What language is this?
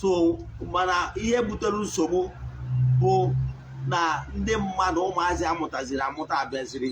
Igbo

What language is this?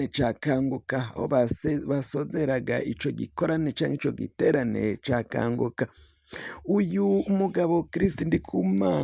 Rundi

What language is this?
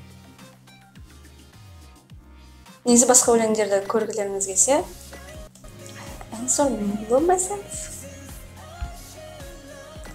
Kazakh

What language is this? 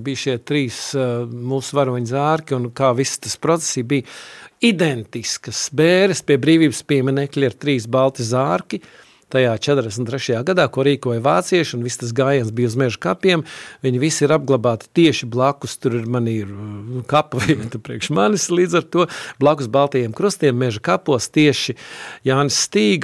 Latvian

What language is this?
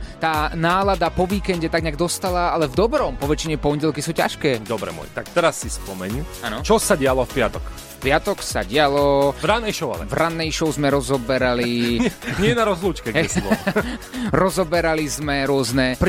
Slovak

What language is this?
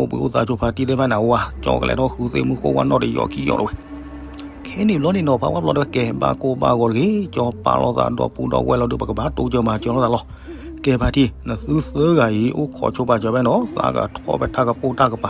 S'gaw Karen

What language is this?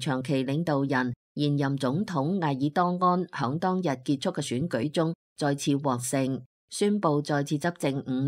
Cantonese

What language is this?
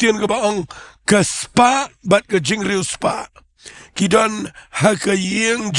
Khasi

